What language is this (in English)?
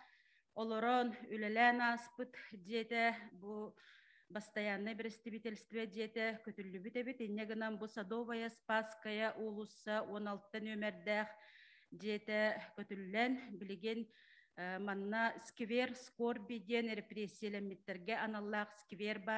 Yakut